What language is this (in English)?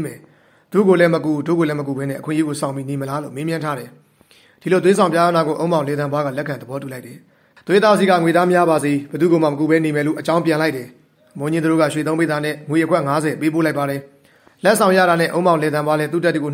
Burmese